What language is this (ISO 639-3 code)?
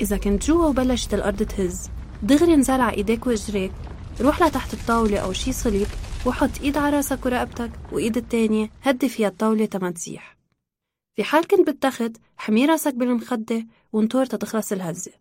apc